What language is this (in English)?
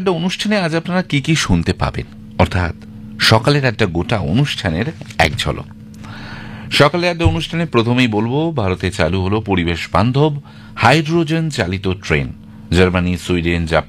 Bangla